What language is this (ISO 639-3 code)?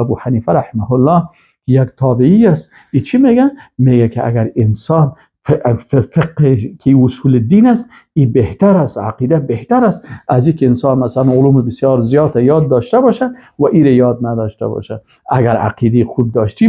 fas